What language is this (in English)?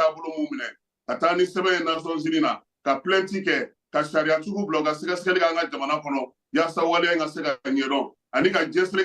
Bambara